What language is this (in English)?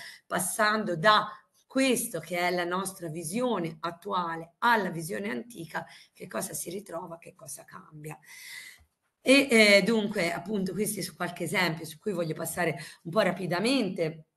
Italian